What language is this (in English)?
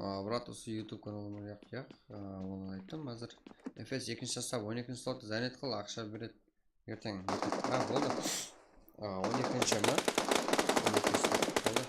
Kara-Kalpak